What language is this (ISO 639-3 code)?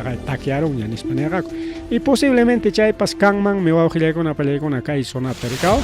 quy